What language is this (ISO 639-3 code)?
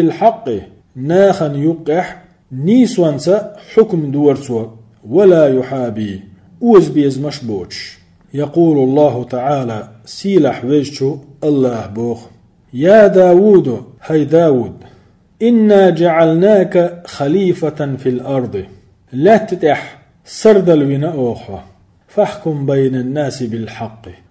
che